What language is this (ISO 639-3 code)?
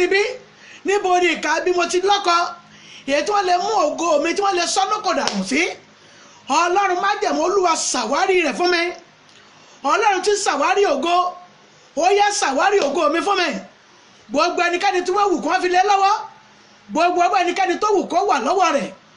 yor